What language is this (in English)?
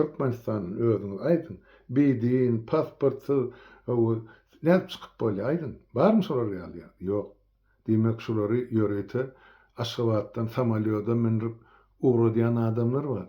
Turkmen